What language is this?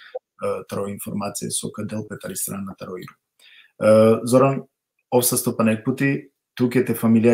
Balkan Romani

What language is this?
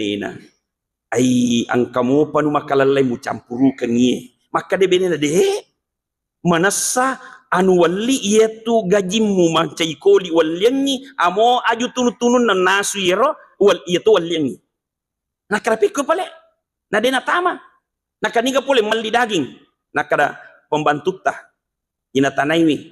Buginese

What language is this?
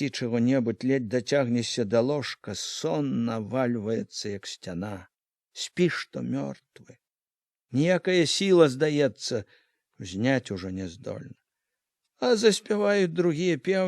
Belarusian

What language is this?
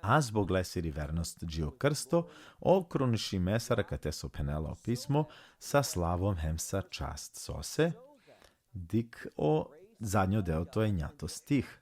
Balkan Romani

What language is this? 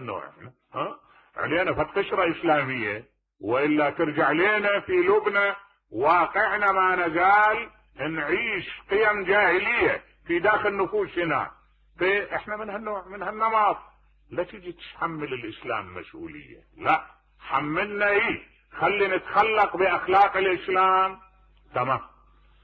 Mesopotamian Arabic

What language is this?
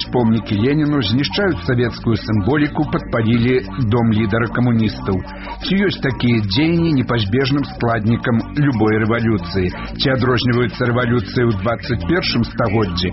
Belarusian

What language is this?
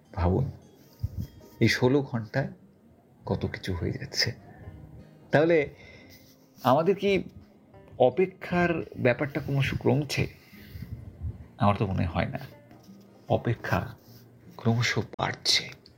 Bangla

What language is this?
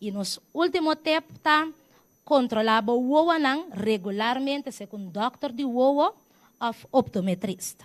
Papiamento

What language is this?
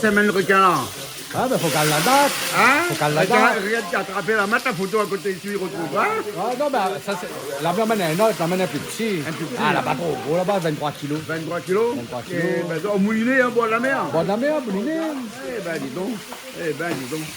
Réunion Creole French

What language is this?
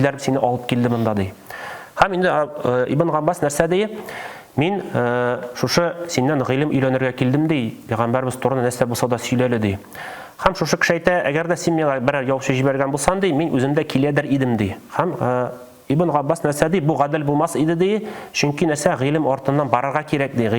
Tatar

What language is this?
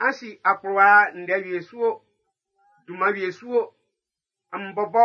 Baoulé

